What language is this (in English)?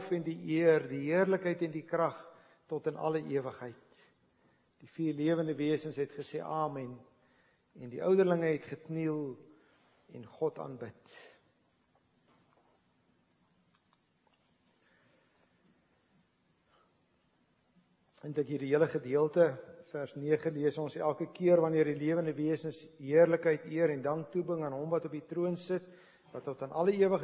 Afrikaans